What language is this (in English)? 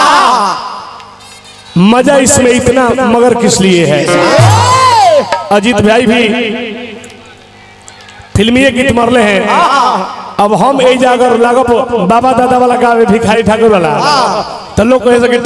Bhojpuri